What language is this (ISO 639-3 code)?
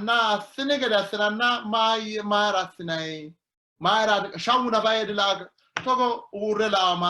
sid